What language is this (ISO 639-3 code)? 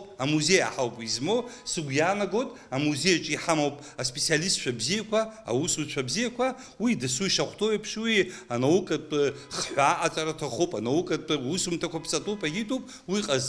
abk